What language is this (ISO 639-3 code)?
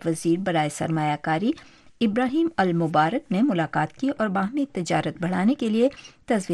urd